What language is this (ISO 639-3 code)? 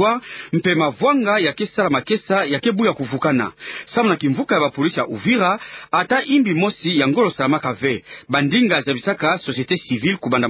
ktu